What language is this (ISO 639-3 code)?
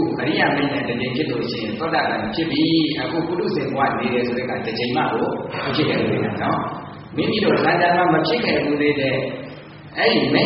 mya